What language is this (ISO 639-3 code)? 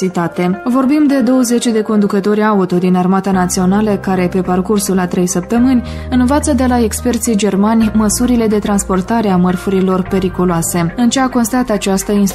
ron